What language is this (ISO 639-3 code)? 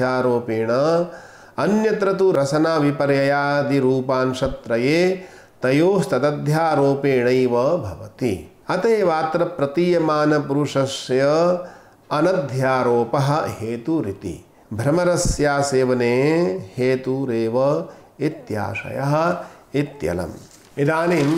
san